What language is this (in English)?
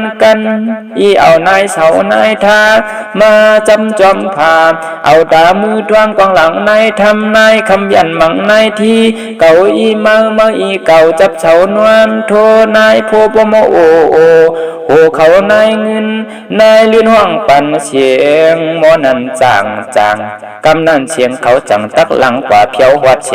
Shan